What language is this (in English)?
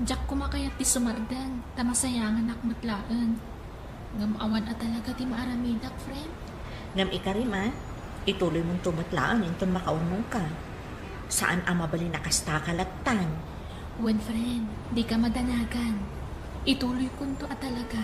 Iloko